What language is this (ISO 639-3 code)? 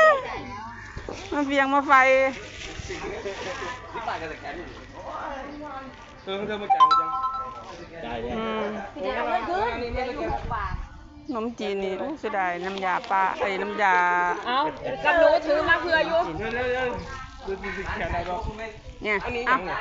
lao